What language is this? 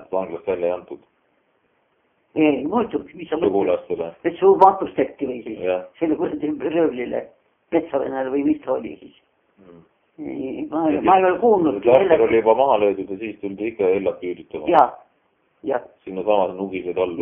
Estonian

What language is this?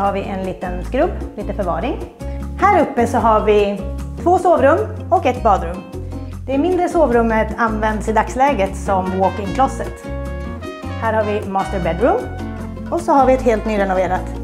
Swedish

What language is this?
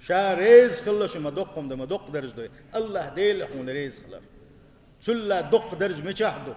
Chechen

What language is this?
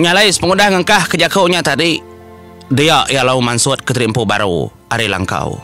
Iban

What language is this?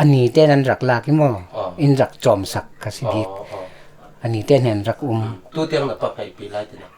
Falam Chin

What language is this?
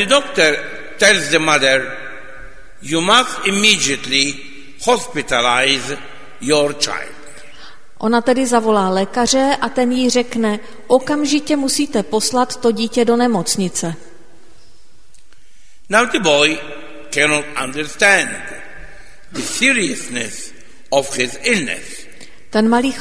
Czech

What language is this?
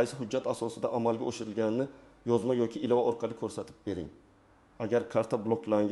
Uzbek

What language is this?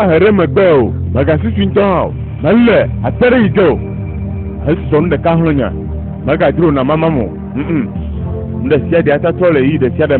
Ewe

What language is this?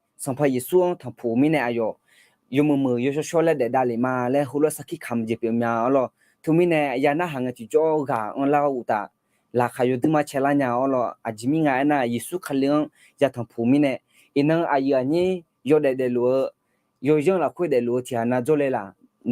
Akha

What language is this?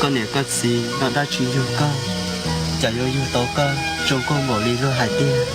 Hmong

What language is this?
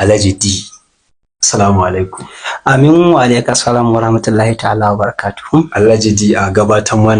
Hausa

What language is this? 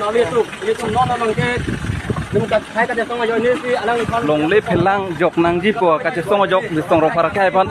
Karbi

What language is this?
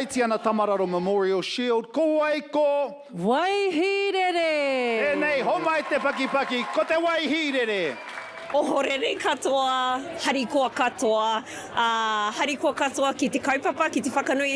Māori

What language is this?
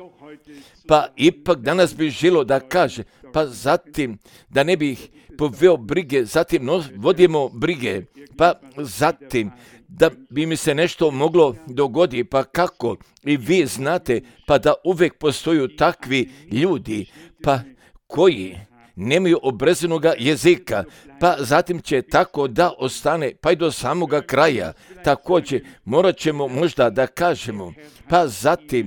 Croatian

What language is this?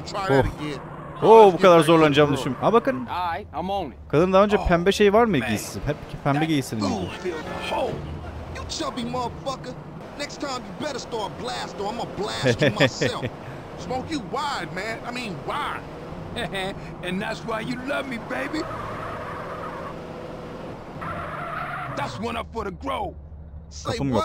Turkish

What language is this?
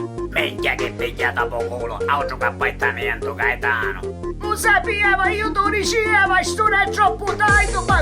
Sicilian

